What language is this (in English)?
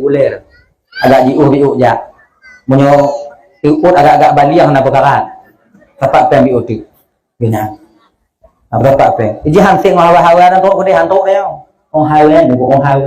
Achinese